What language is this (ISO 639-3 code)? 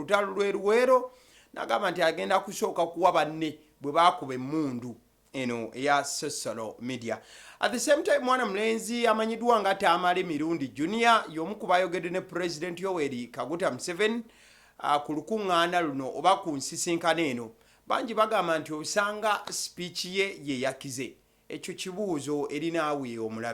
lug